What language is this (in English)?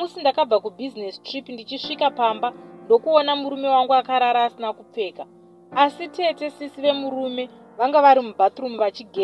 Shona